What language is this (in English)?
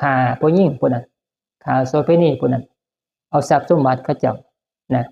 Northeastern Thai